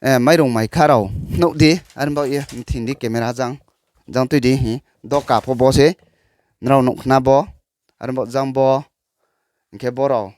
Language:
Riang (India)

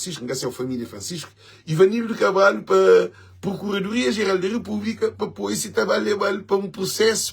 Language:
Kabuverdianu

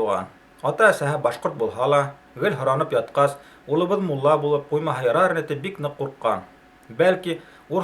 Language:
Bashkir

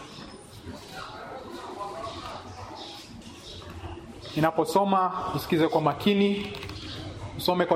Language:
Swahili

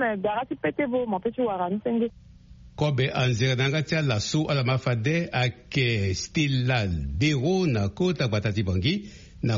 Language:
Sango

